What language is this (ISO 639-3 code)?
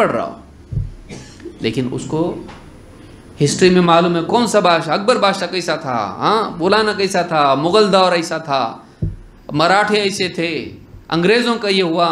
urd